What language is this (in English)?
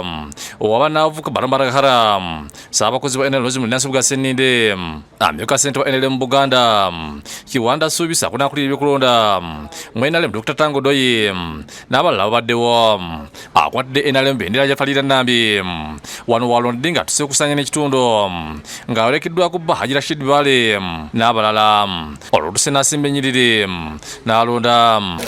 Ganda